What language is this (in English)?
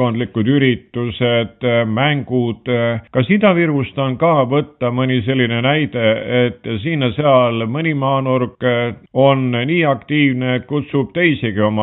Estonian